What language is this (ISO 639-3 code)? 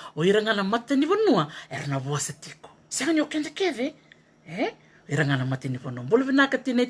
fij